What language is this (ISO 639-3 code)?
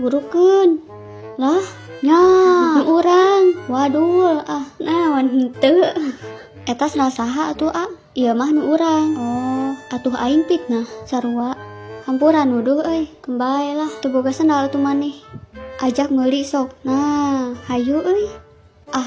sun